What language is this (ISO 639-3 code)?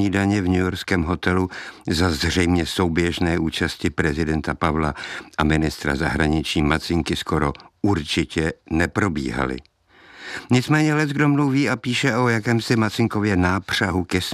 ces